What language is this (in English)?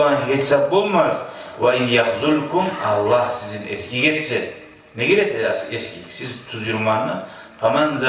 Kumyk